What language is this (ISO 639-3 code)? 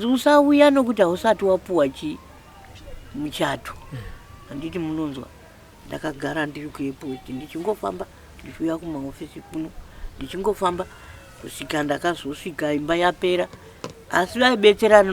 sna